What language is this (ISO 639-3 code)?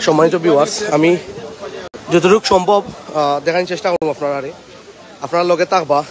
syl